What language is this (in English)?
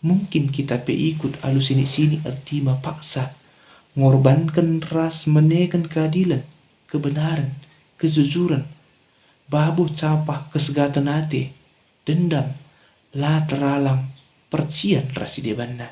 Batak Karo